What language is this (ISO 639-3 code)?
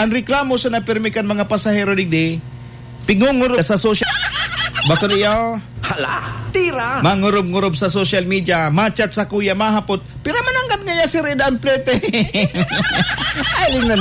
bik